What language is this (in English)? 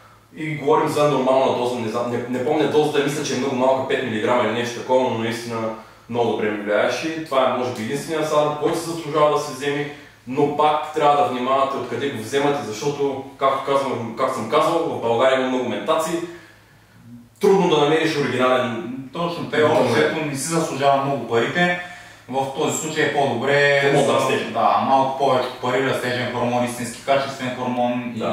Bulgarian